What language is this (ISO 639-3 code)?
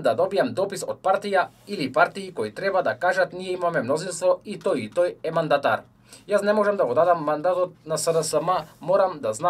mkd